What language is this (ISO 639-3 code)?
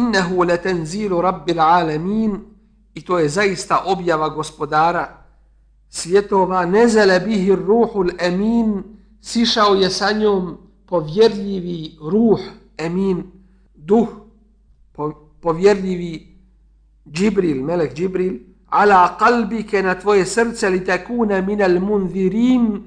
bos